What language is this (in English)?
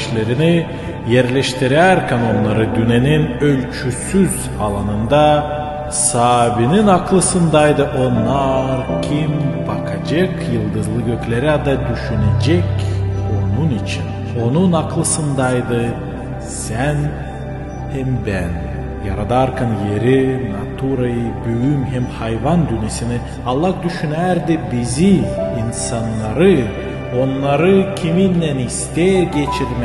Gagauz